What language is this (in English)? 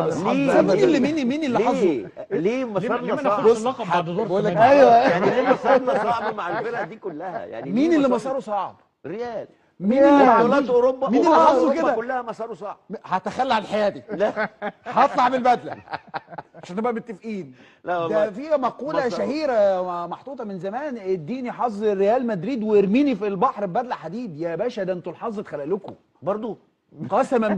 Egyptian Arabic